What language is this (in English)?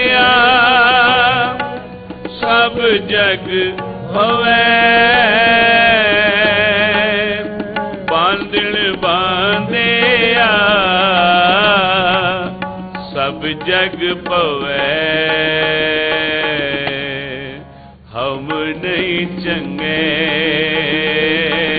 Punjabi